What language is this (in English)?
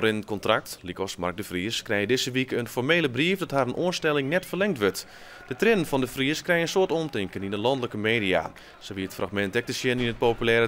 Western Frisian